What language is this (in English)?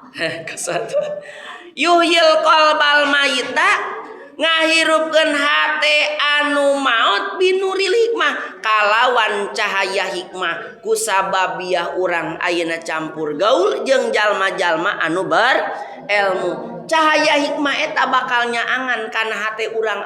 Sundanese